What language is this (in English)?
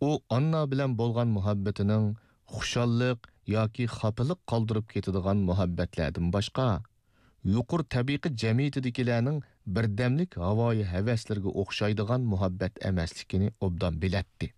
Uyghur